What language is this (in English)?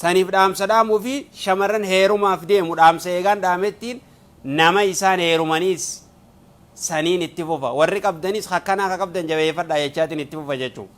Oromo